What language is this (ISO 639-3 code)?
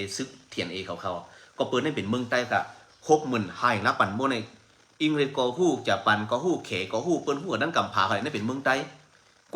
shn